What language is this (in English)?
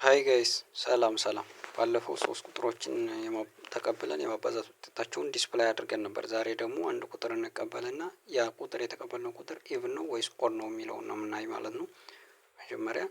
Amharic